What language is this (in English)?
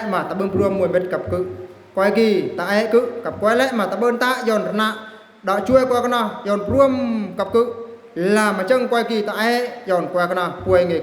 Eastern Bru